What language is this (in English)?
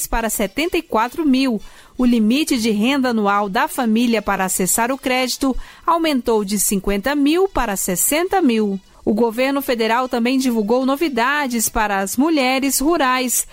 Portuguese